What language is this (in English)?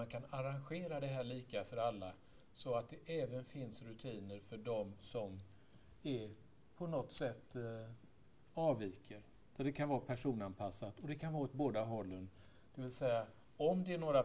Swedish